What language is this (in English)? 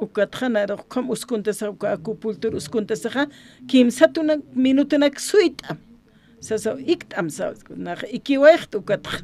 Aymara